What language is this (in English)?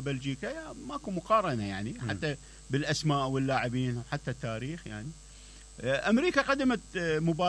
Mesopotamian Arabic